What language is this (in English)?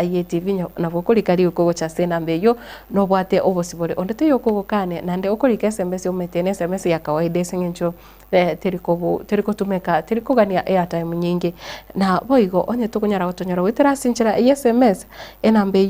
Gusii